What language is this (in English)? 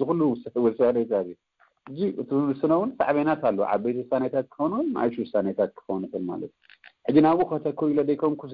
Tigrinya